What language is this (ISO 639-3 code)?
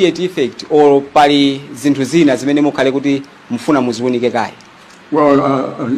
nya